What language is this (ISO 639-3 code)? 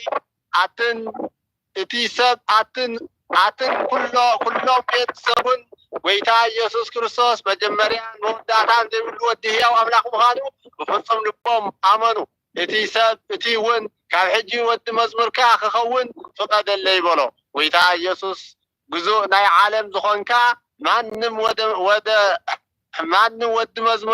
tir